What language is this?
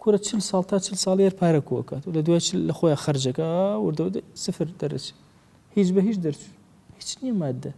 Central Kurdish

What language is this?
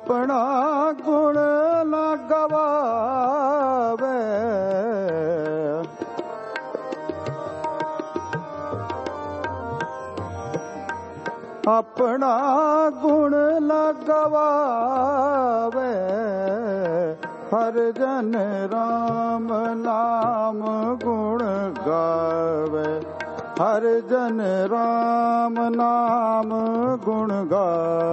Hindi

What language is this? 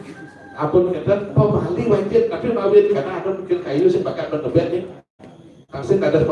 Balinese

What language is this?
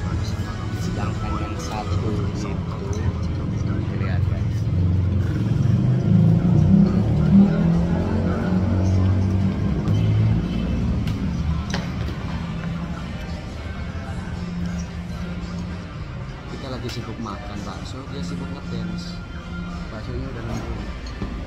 Indonesian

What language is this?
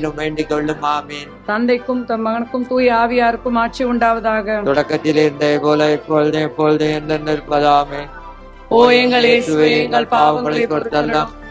Tamil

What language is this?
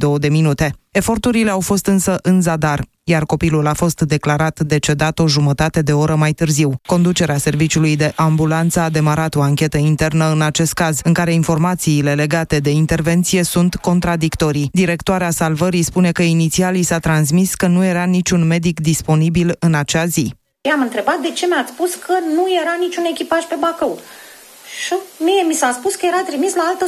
Romanian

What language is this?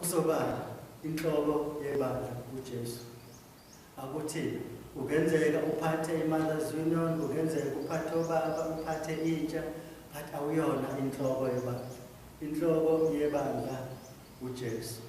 Zulu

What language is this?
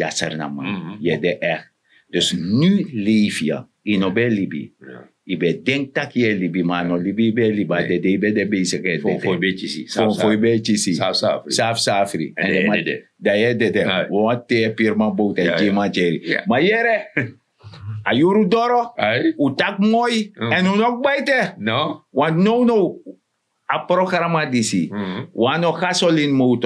Sranan Tongo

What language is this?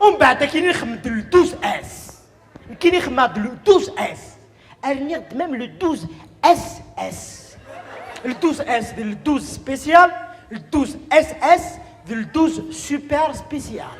Kabyle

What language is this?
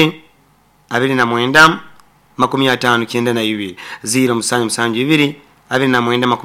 Nyoro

